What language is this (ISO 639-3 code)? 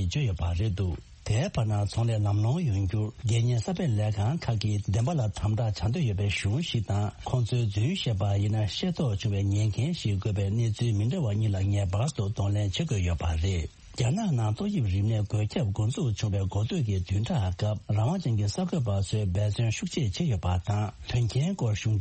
bod